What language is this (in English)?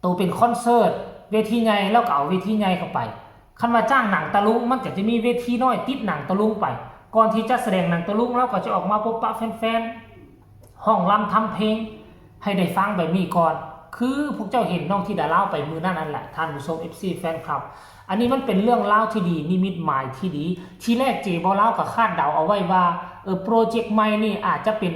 Northeastern Thai